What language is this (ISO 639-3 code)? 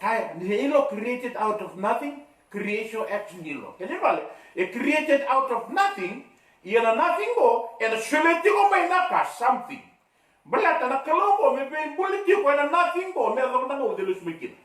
fij